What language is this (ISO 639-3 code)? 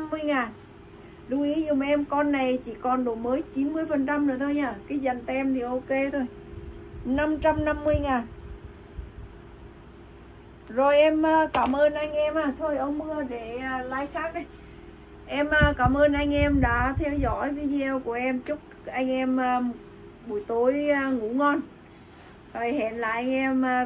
vie